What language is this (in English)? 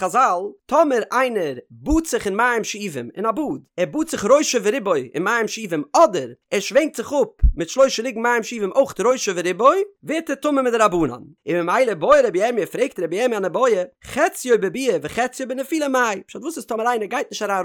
Yiddish